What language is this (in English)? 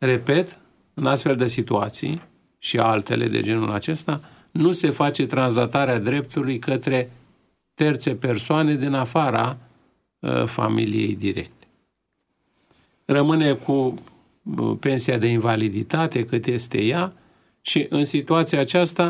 Romanian